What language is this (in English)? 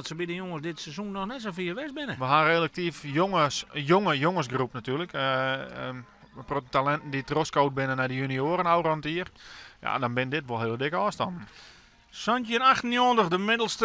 Western Frisian